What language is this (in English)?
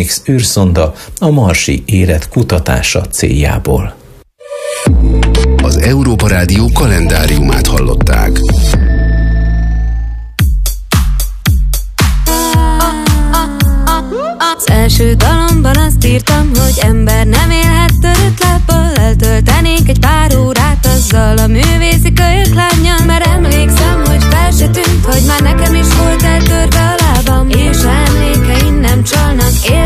Hungarian